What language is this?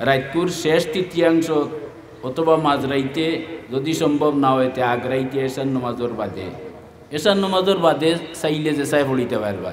Sylheti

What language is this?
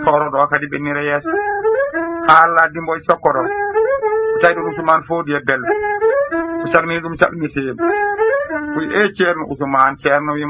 Fula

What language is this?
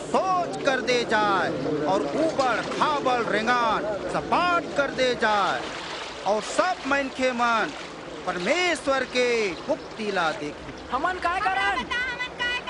Chhattisgarhi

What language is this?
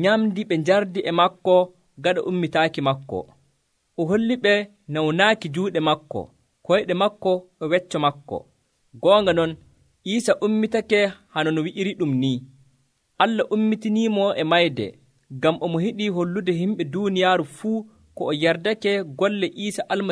Nigerian Fulfulde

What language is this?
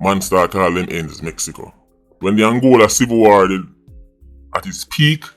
Jamaican Creole English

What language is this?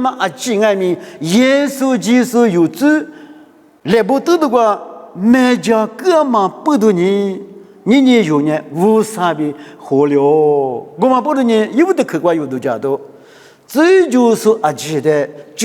Lisu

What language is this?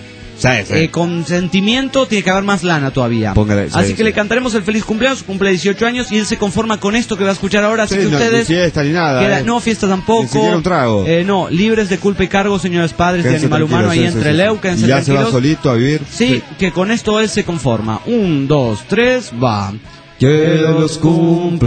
Spanish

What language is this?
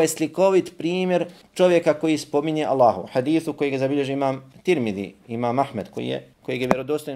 Bosnian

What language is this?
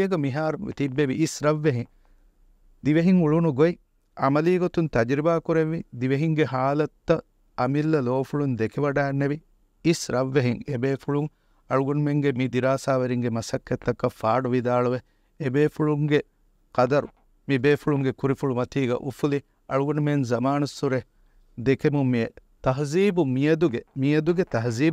Divehi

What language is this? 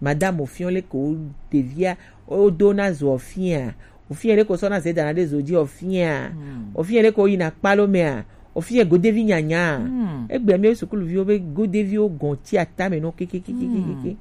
Gen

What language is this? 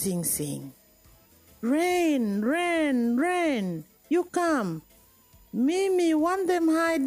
Bislama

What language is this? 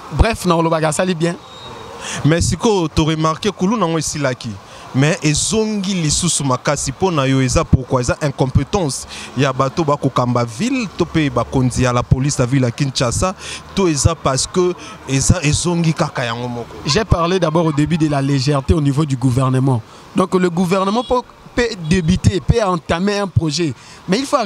Lingala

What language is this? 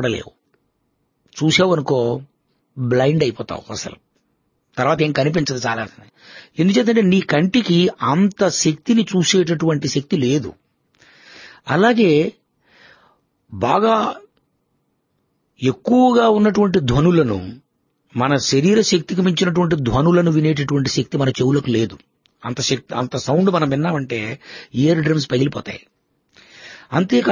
Telugu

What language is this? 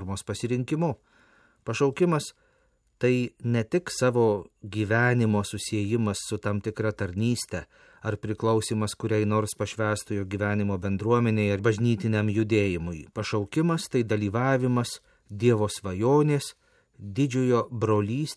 Lithuanian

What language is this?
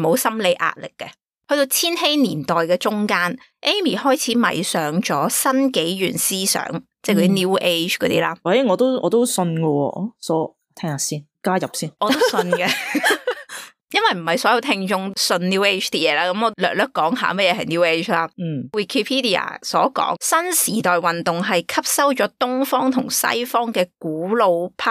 Cantonese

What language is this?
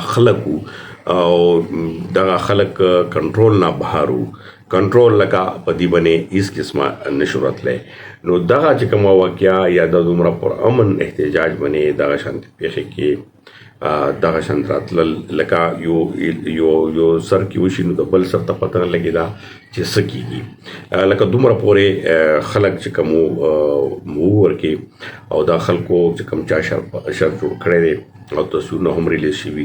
Pashto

